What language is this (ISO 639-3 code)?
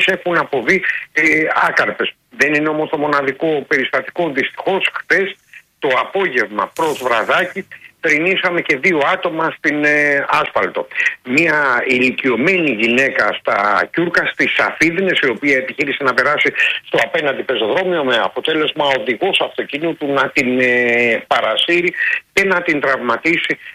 ell